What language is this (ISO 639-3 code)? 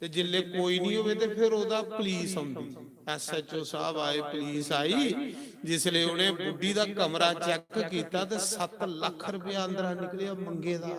doi